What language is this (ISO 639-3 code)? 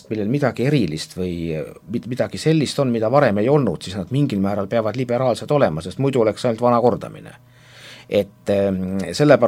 est